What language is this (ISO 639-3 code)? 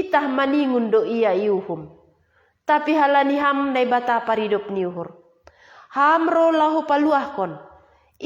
bts